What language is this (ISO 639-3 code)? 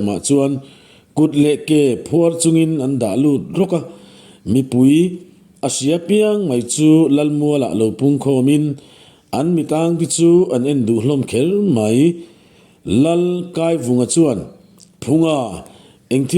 lus